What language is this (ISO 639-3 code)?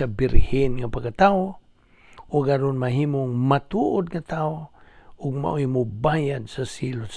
ceb